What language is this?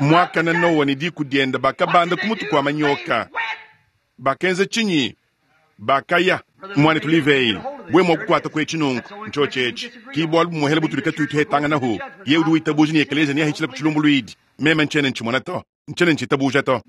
Luba-Lulua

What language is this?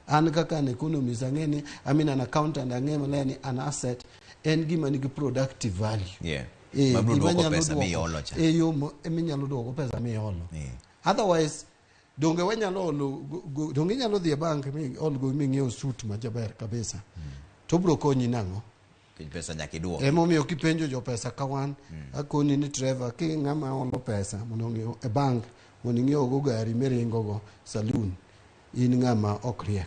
Luo (Kenya and Tanzania)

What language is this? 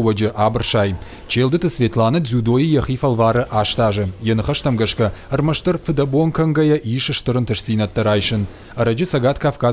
Ossetic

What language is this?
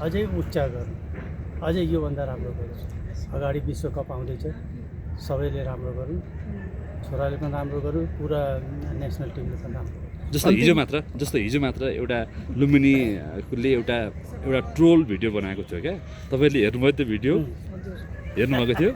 Nepali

